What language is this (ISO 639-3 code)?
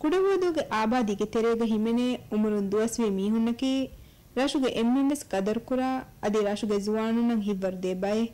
div